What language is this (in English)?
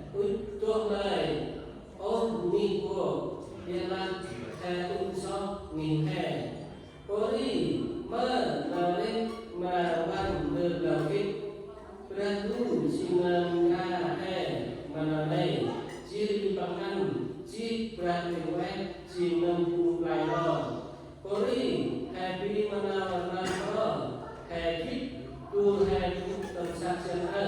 Central Mnong